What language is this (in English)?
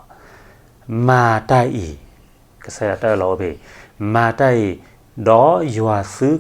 S'gaw Karen